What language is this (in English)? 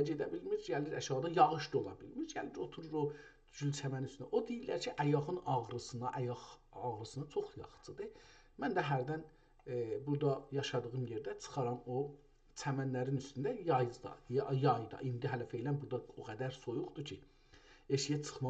South Azerbaijani